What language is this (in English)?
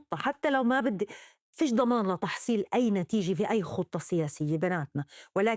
North Levantine Arabic